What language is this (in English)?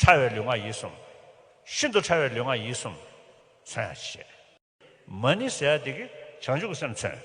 Tibetan